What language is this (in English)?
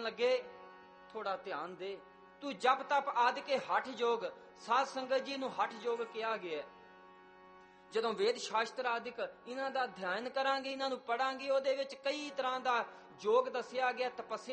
Punjabi